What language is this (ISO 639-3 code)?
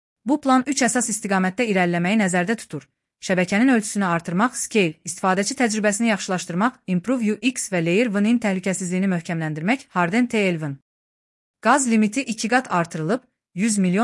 aze